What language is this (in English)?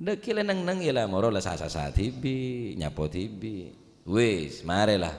Madurese